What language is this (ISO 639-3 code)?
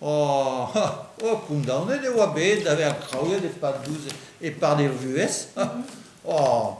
bre